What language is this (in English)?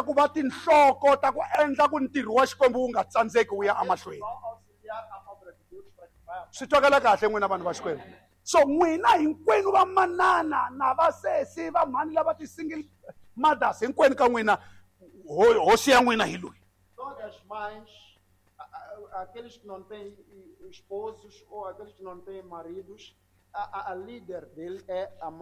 Tsonga